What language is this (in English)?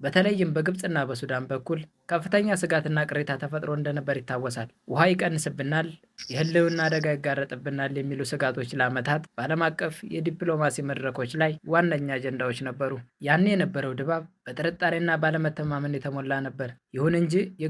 Amharic